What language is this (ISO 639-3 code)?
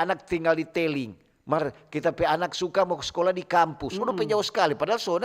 xmm